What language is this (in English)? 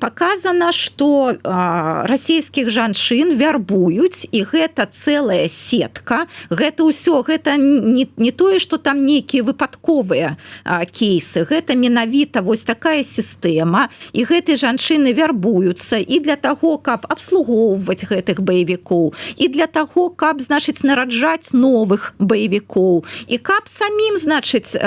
Belarusian